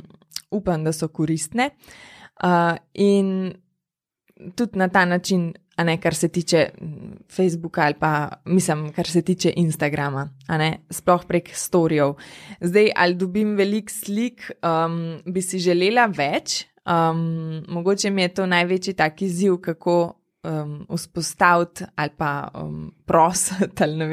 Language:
Slovenian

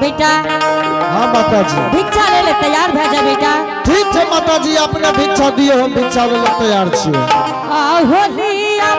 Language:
Angika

